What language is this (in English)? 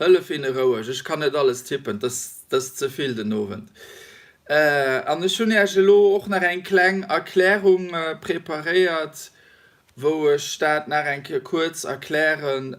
Luxembourgish